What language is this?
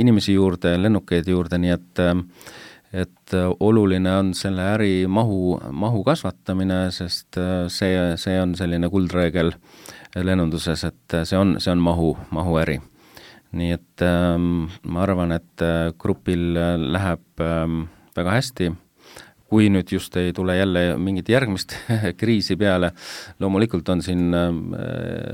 Estonian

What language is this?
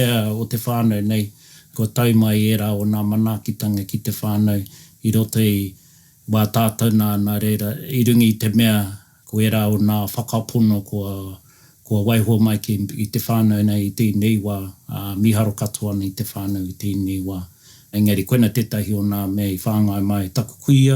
Māori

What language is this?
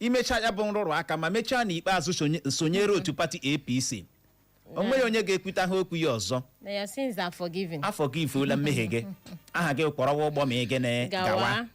Igbo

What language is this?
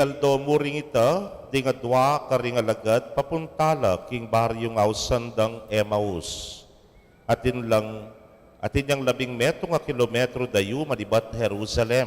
Pampanga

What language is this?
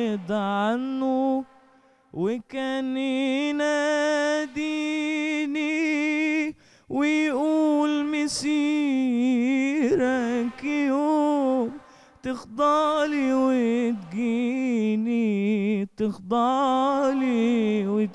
Egyptian Arabic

